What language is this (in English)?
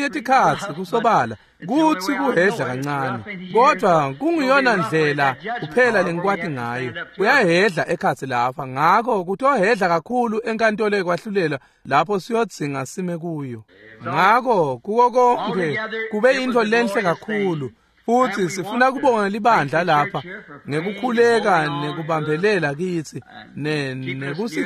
Swati